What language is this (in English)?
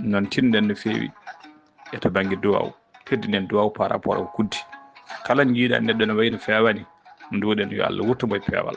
Fula